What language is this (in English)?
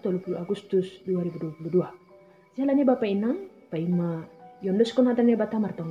Batak Simalungun